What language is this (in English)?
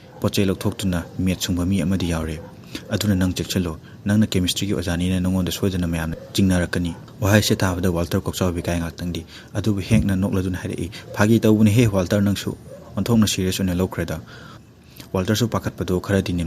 Manipuri